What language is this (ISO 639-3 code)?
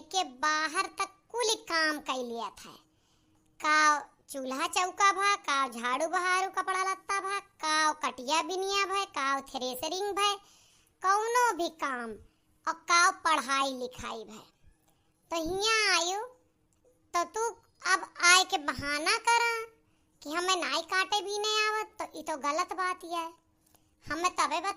awa